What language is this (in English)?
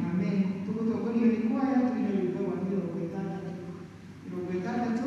Kikuyu